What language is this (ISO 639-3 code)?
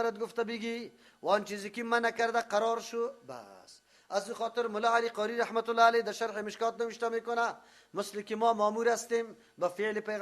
fas